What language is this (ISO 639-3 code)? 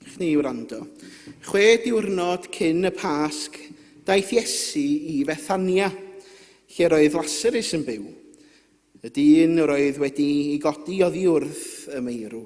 cym